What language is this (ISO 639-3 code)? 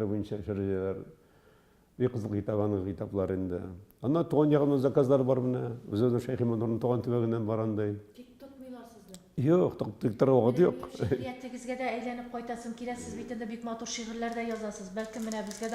tat